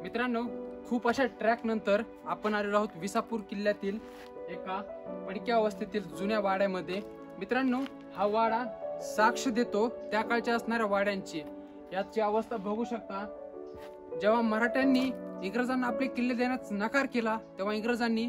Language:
Marathi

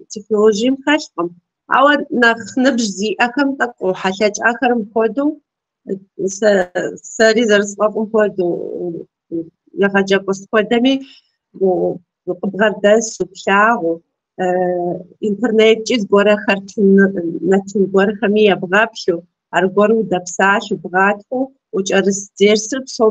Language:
Kabardian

